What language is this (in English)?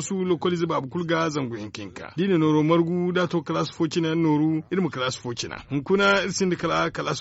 Zarma